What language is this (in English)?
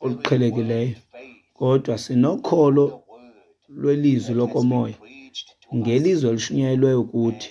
Xhosa